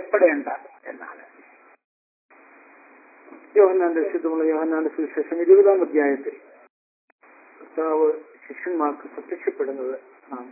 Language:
Malayalam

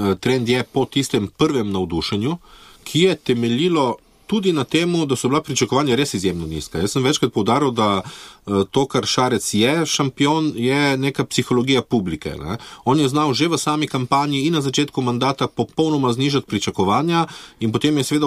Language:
Slovenian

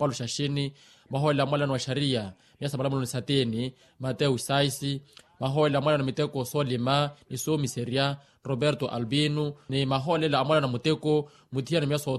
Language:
Makhuwa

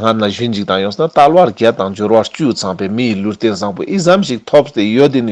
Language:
Ladakhi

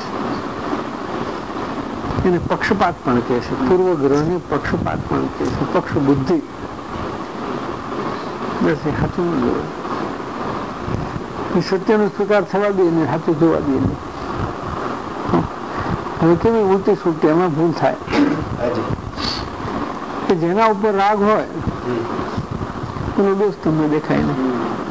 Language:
Gujarati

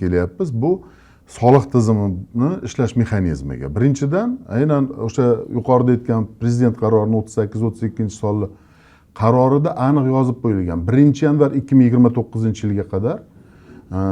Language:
Uzbek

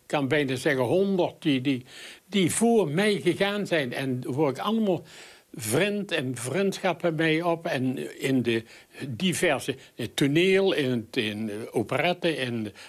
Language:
Limburgish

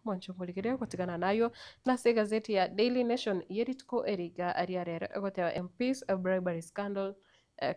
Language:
Gusii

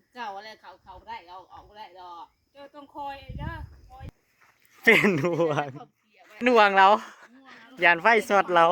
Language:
Northeastern Thai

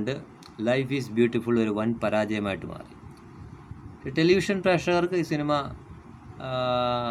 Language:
Malayalam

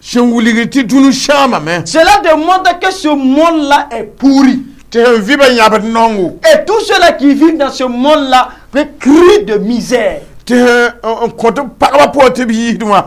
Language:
Mossi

